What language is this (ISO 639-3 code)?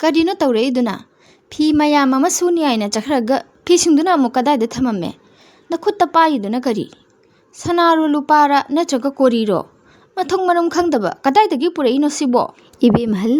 mni